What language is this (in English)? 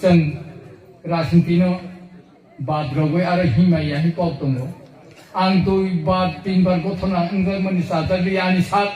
Kok Borok